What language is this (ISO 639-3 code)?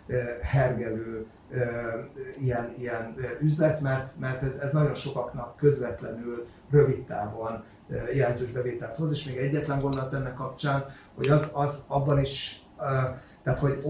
hun